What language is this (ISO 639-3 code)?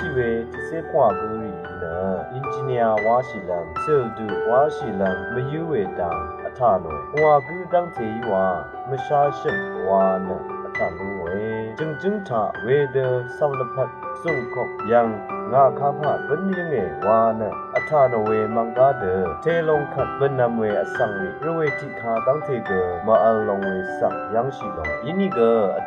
raw